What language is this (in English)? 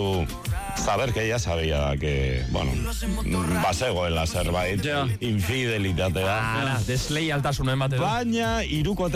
Basque